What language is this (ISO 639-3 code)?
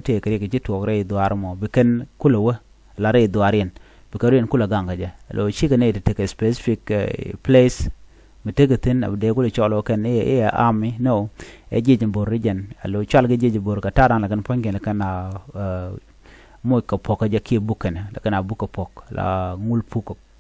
nus